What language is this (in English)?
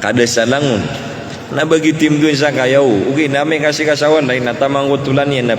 Maranao